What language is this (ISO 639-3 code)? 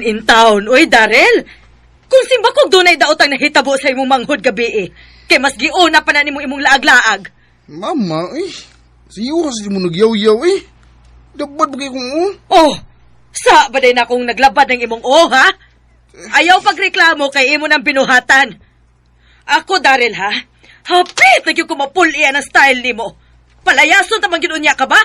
ceb